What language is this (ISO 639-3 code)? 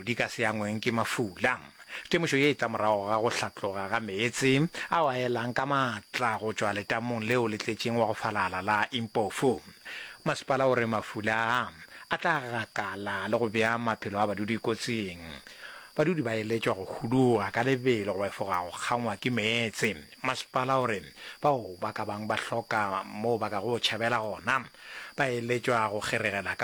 nso